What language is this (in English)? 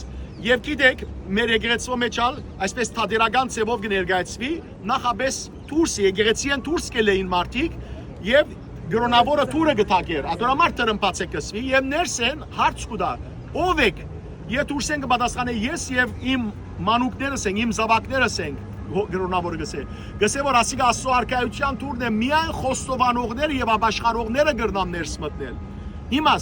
Western Armenian